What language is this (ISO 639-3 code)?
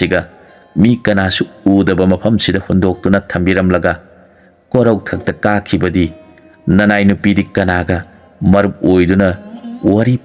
mni